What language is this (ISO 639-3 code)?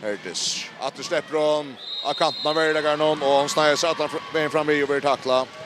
fao